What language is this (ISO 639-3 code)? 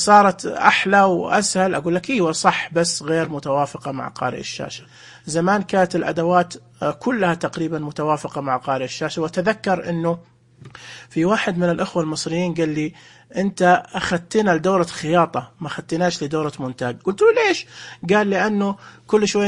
ars